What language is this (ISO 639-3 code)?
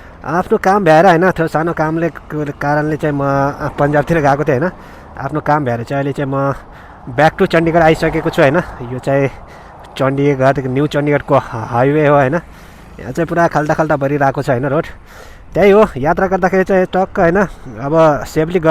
nep